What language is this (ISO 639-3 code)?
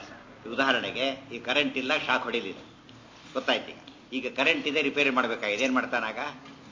kan